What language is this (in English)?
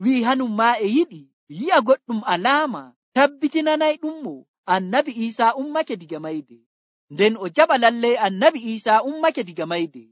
Nigerian Fulfulde